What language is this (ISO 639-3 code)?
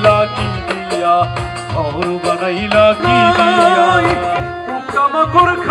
ben